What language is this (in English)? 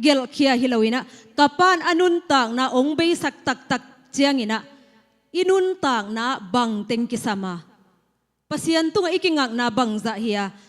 Tedim Chin